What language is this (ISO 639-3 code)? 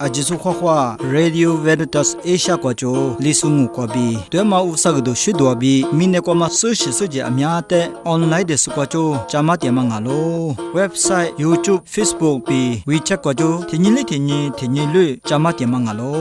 lis